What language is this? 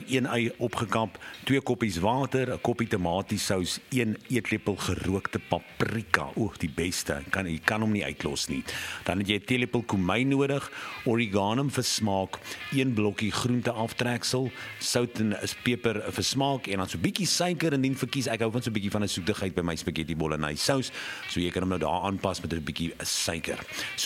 Afrikaans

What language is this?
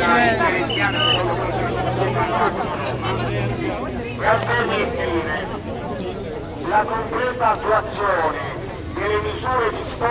Italian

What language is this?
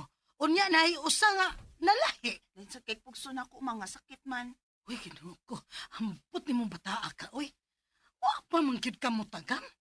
Cebuano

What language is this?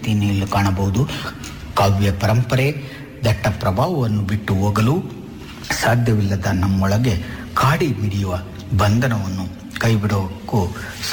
Kannada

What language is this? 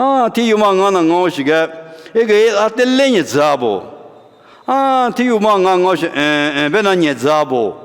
Lisu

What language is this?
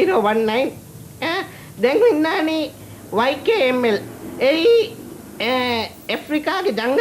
Divehi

